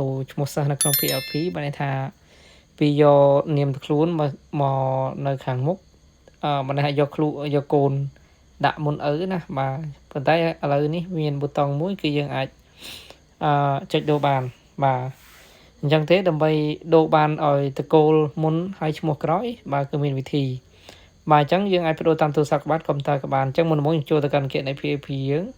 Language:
Khmer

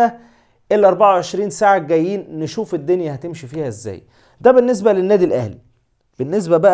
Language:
Egyptian Arabic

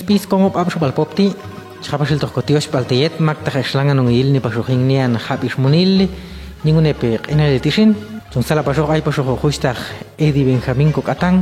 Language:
Popti'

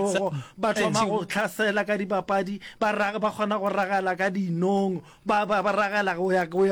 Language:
Northern Sotho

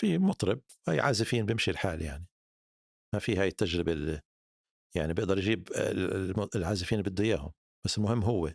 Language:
North Levantine Arabic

